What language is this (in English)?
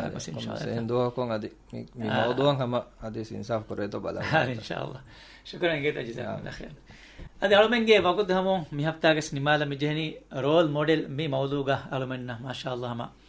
Divehi